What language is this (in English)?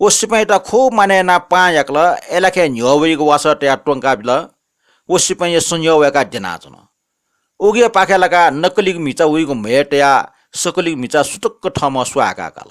Newari